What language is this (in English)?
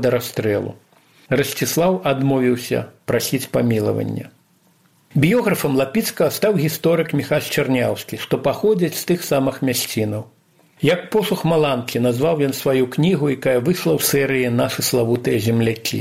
Belarusian